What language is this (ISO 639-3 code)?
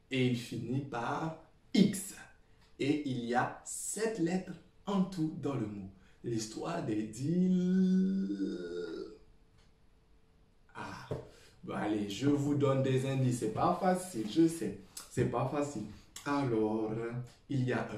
fra